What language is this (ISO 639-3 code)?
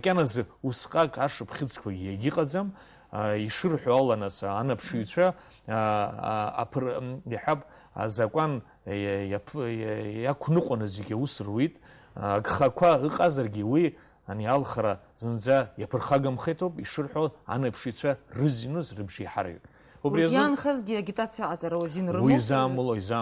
abk